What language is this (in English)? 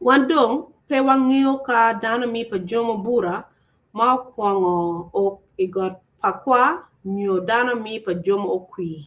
Acoli